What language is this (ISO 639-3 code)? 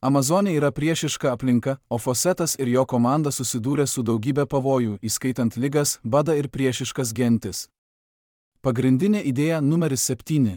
lit